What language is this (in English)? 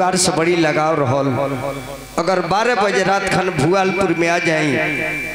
Bhojpuri